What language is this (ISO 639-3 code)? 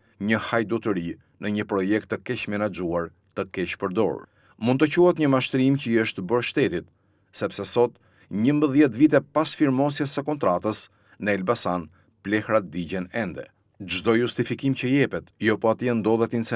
sqi